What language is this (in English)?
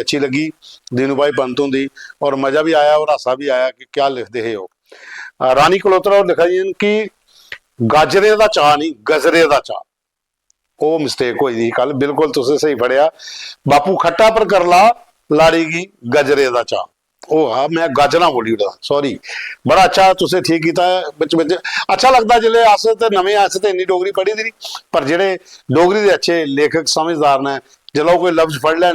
Dogri